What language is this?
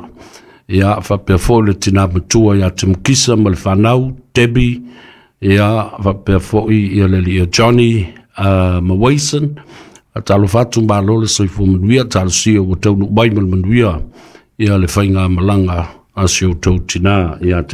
Samoan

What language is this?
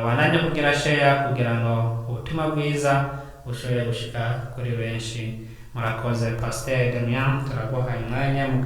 Rundi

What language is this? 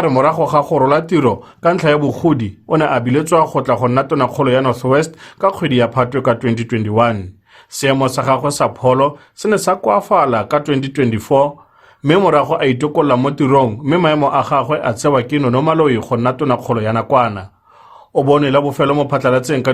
Tswana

